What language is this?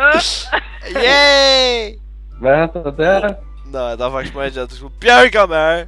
Faroese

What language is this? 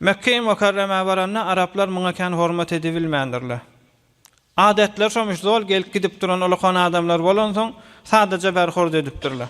Turkmen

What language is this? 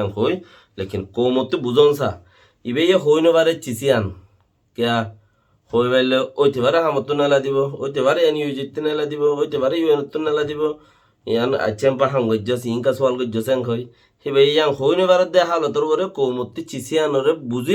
Rohingya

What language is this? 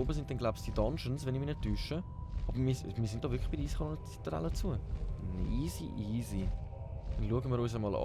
Swiss German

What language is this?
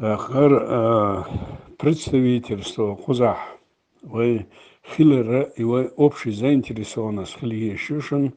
Chechen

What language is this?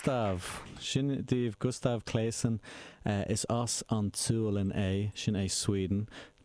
Irish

